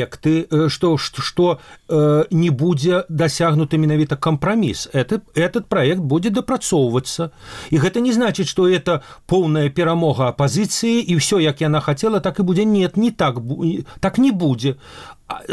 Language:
Belarusian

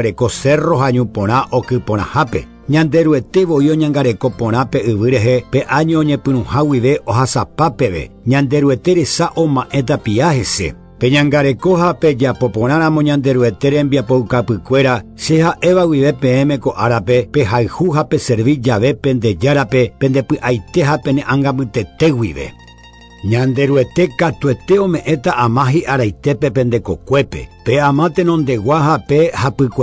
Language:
Guarani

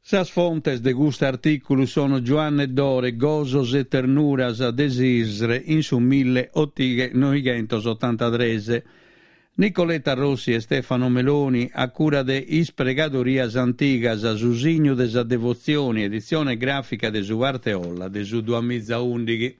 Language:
Sardinian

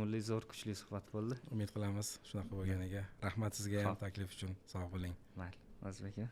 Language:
Uzbek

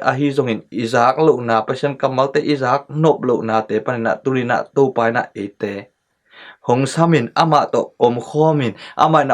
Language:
Tedim Chin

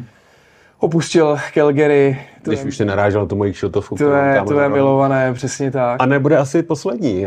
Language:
Czech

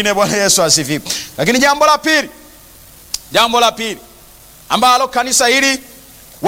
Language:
Swahili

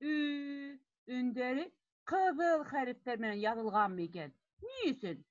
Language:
Bashkir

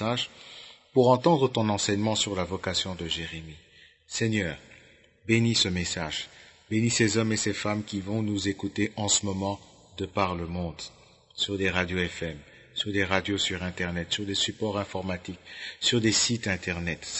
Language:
French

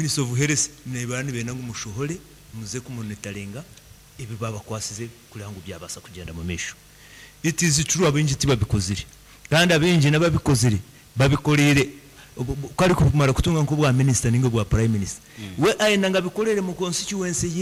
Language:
Nyankole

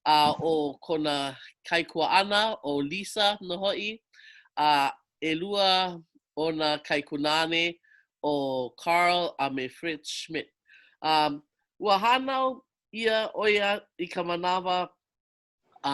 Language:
Hawaiian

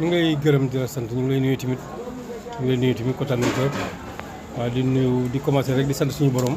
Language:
Wolof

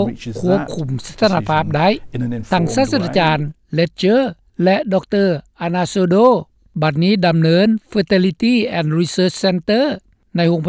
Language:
Lao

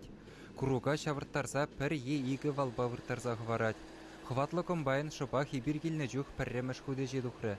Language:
Chuvash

